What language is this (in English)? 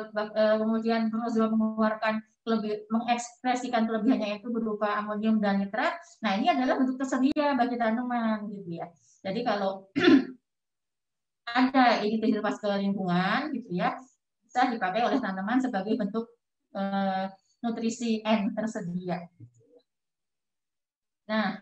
Indonesian